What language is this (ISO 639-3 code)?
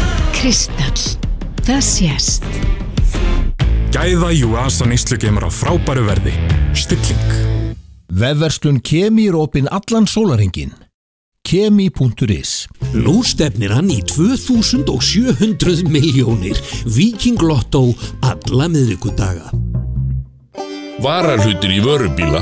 isl